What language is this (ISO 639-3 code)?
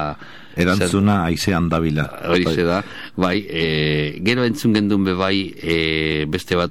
eus